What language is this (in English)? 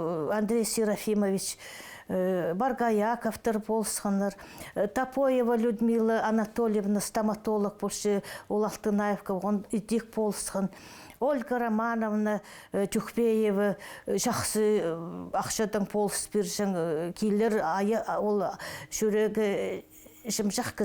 Khakas